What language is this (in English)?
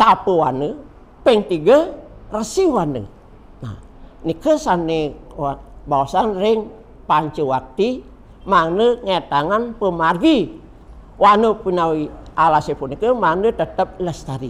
Balinese